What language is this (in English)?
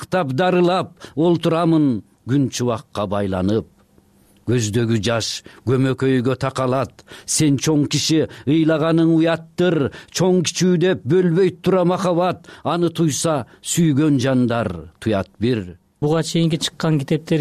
Kyrgyz